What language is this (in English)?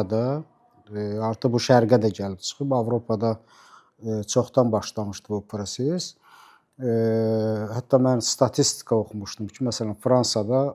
Azerbaijani